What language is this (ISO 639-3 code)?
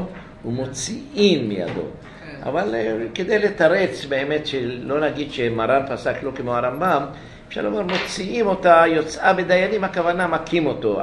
heb